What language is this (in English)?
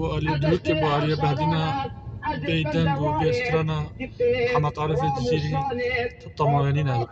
Kurdish